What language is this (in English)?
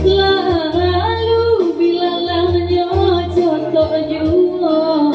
Minangkabau